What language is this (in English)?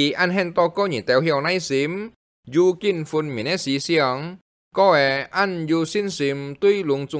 Hakka Chinese